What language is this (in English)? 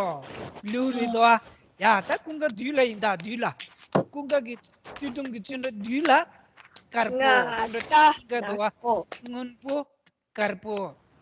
Tibetan